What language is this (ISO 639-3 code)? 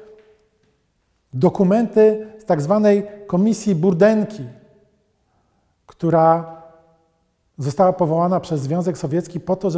pol